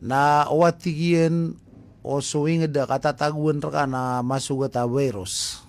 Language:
Maranao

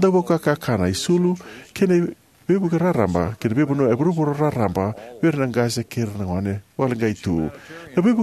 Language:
Fijian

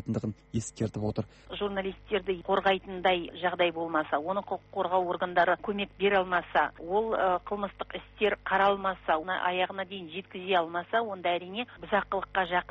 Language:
Kazakh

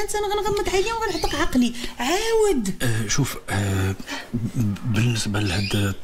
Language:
Moroccan Arabic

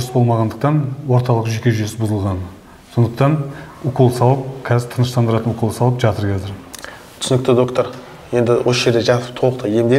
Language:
Kazakh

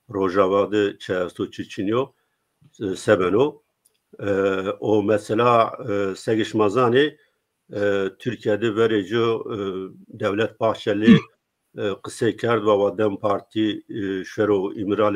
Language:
Zaza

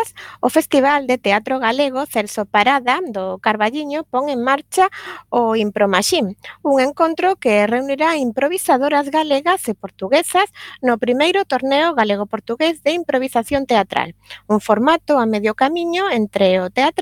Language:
Galician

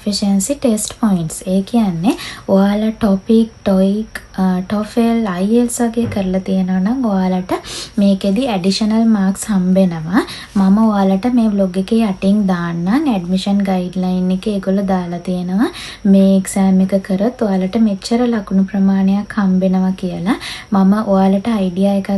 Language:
Sinhala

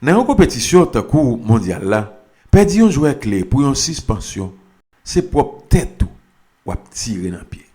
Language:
Haitian Creole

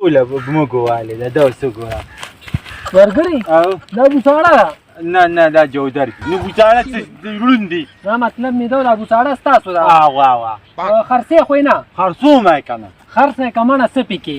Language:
Pashto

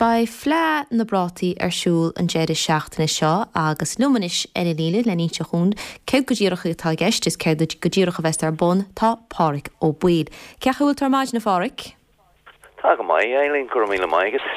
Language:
Irish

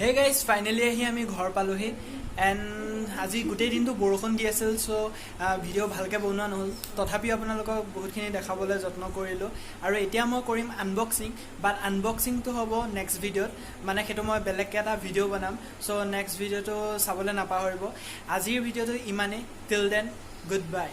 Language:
Assamese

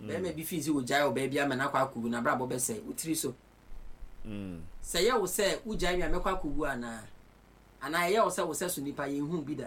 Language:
Akan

